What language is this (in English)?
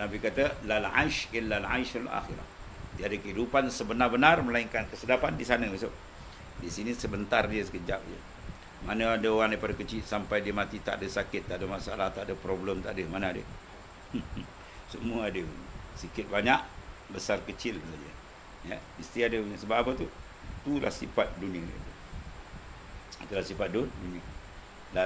Malay